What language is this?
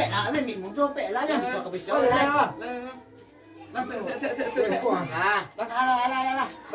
Minangkabau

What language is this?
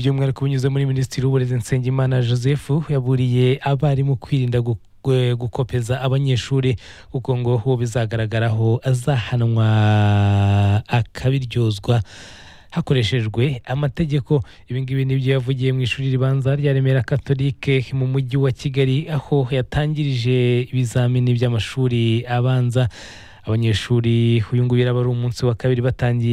Kinyarwanda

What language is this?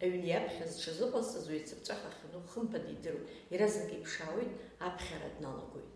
Abkhazian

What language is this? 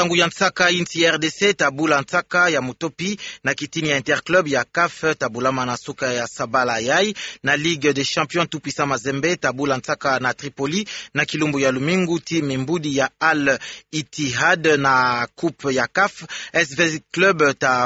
Kituba (Democratic Republic of Congo)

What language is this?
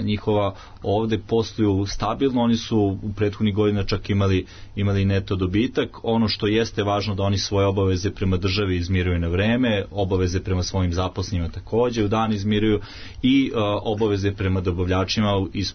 Serbian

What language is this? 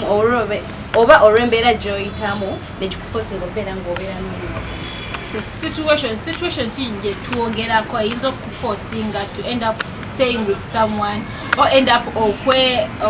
Ganda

